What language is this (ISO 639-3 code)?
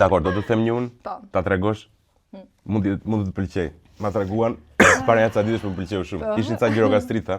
sqi